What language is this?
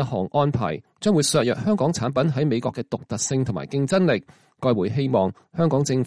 Cantonese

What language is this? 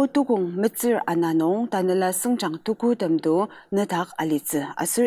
Ao Naga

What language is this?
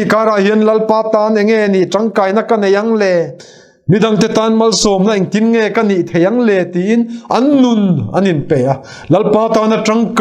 Mizo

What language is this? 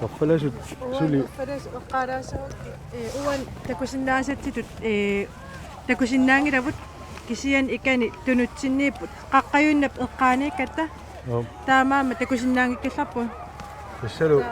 Kalaallisut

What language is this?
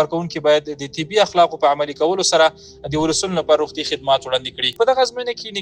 Pashto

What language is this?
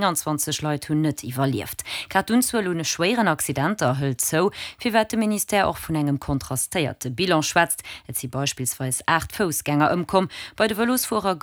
Luxembourgish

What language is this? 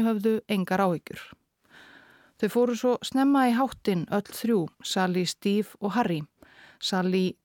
Icelandic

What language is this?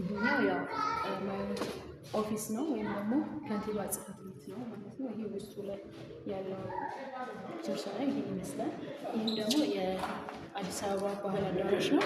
Amharic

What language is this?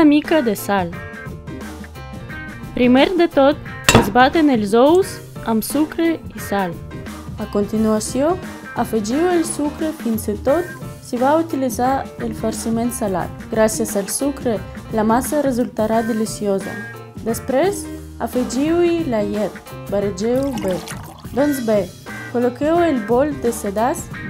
Catalan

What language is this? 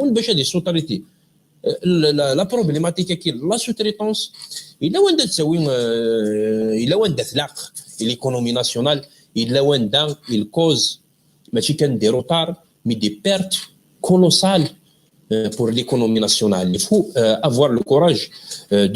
Kabyle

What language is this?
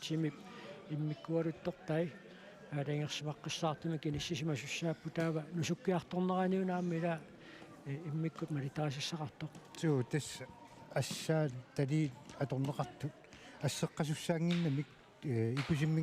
Kalaallisut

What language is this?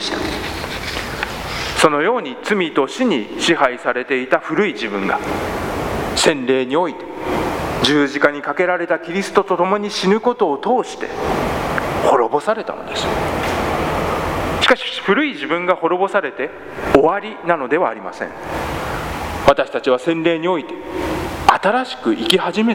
Japanese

